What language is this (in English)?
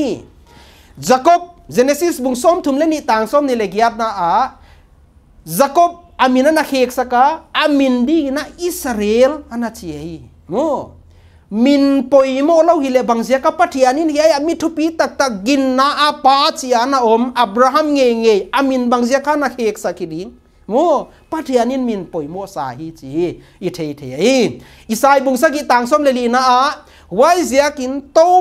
Paite Chin